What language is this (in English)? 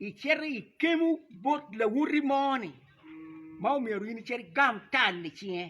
Acoli